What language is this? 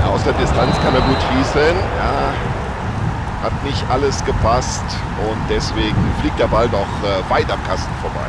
Bavarian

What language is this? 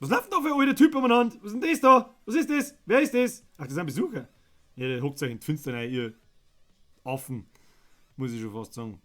Bavarian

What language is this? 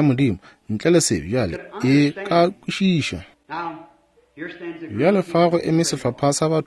Northern Sotho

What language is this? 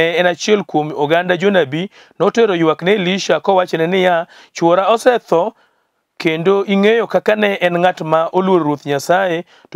Luo (Kenya and Tanzania)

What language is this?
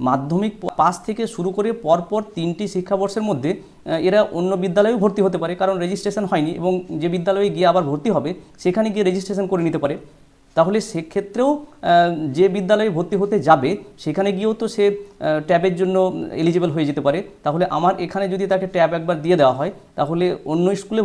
Bangla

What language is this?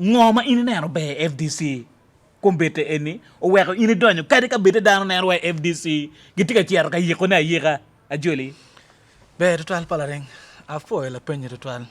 Acoli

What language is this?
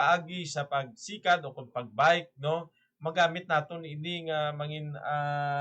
Hiligaynon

